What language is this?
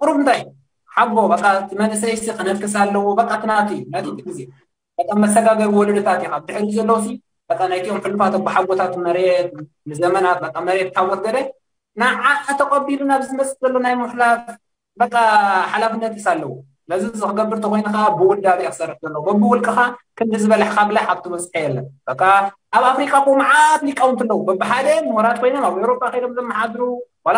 Tigrinya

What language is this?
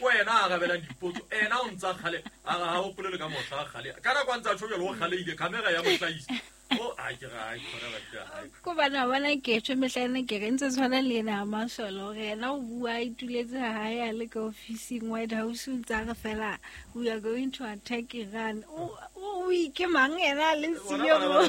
Southern Sotho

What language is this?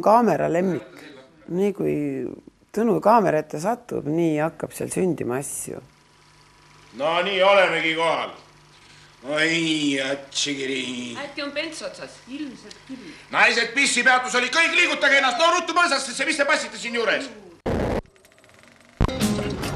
Estonian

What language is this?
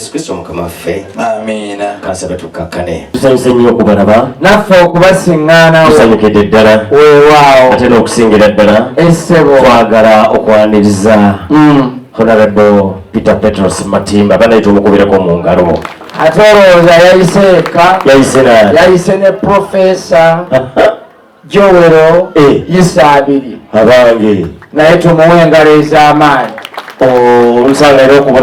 Ganda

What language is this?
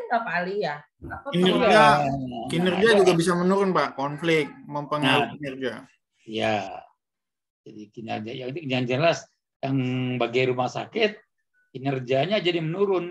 Indonesian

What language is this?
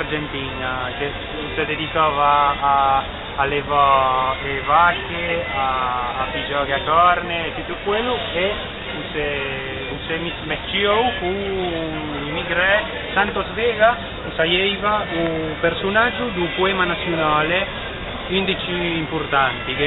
Ligurian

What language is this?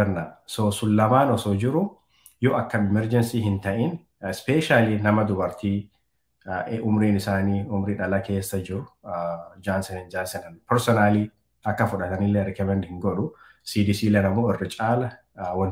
Oromo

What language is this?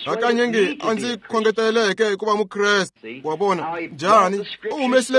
Tsonga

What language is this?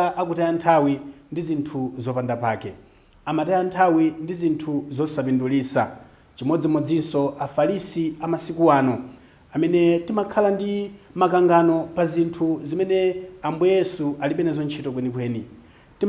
Nyanja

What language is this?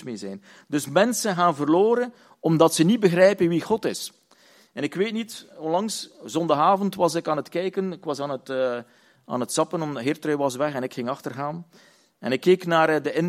Dutch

